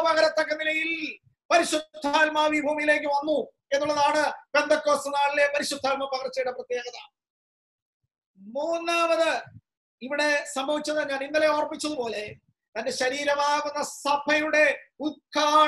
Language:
Malayalam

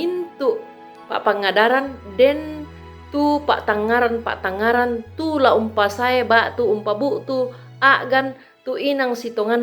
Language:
Toraja-Sa'dan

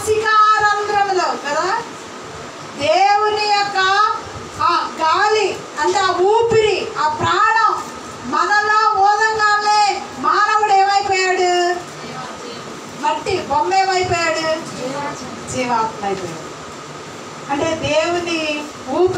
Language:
Telugu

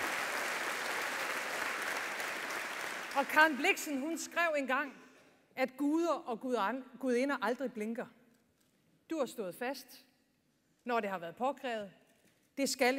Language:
Danish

